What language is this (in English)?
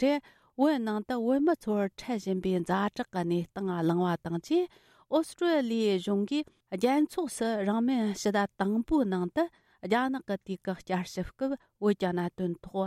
Tibetan